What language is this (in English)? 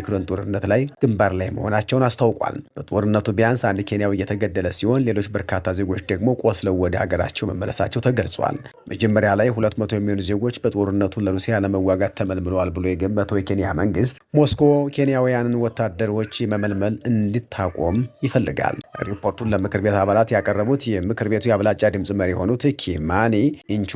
Amharic